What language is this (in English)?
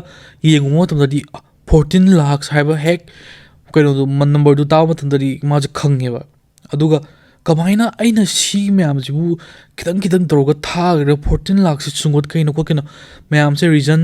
Manipuri